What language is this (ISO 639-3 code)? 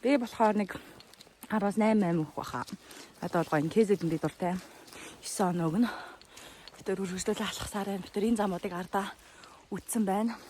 mon